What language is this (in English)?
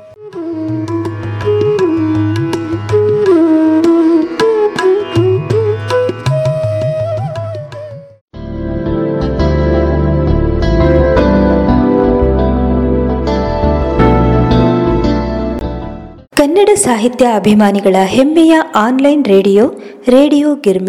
Kannada